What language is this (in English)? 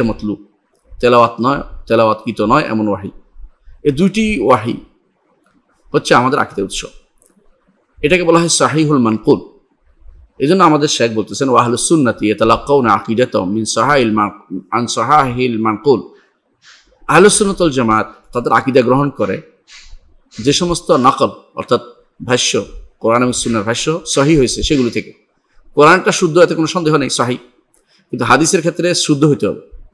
Bangla